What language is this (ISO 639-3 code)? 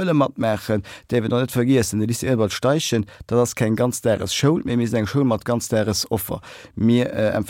ltz